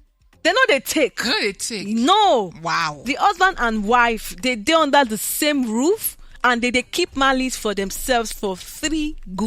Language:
Nigerian Pidgin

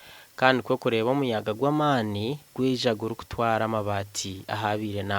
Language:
Nyankole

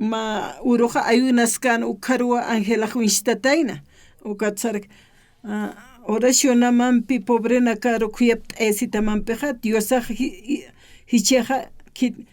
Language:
Aymara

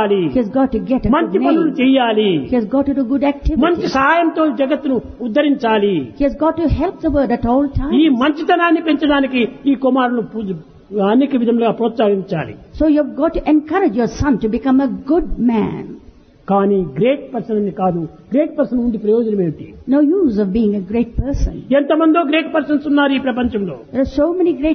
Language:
Telugu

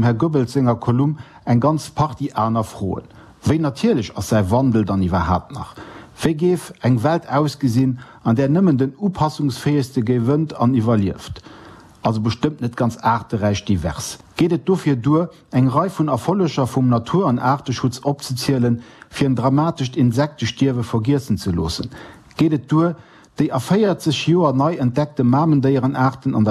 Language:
Luxembourgish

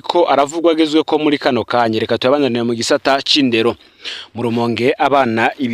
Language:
Rundi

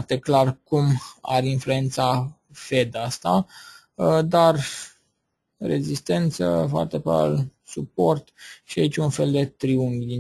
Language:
Romanian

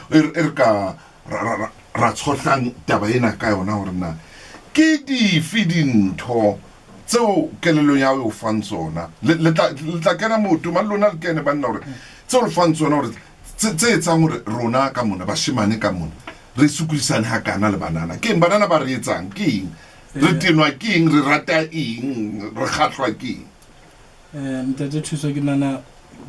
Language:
Southern Sotho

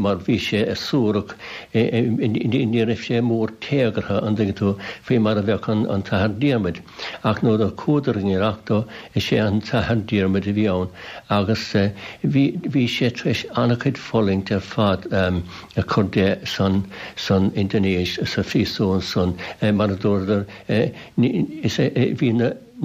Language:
Irish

